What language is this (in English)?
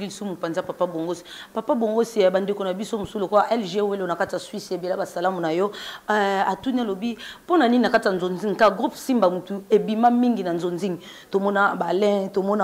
Lingala